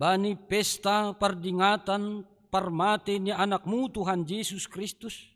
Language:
Batak Simalungun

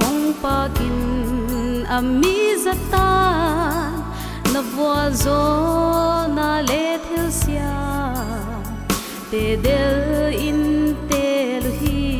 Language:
Paite Chin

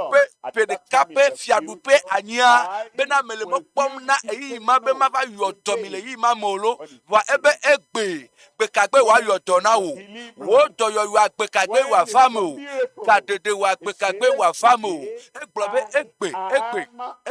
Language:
Ewe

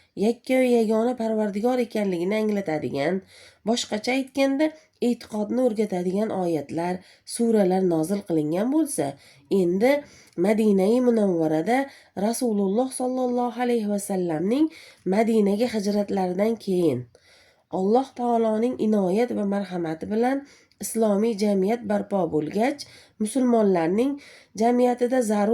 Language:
Uzbek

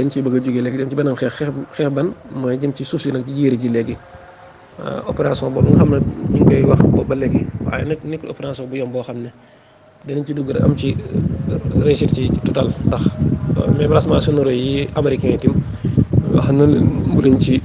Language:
Wolof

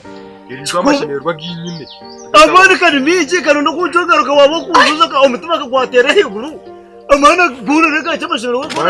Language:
Nyankole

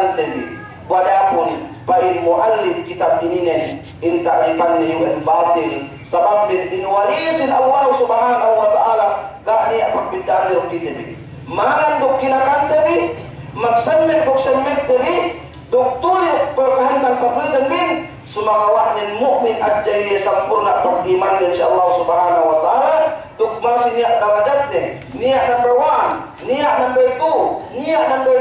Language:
Yakan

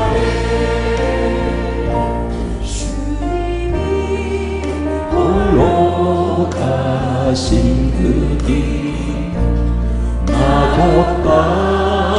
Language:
Korean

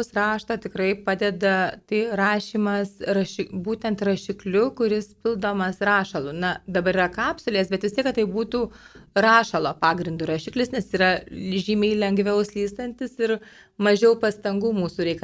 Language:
Lithuanian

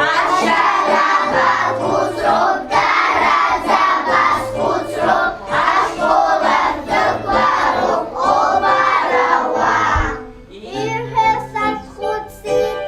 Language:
Abkhazian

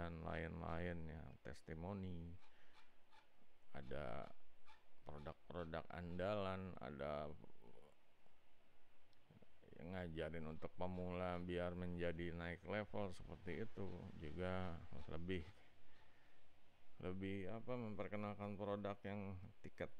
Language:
Indonesian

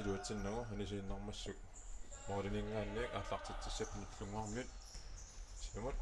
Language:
Kalaallisut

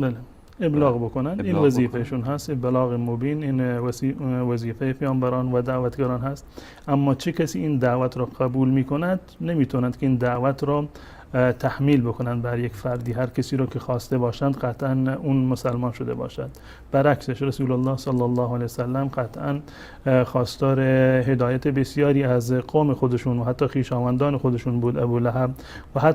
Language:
Persian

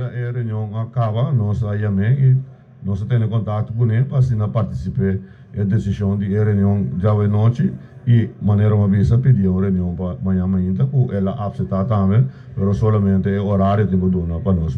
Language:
Papiamento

